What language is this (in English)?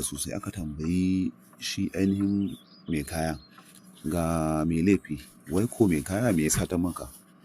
Hausa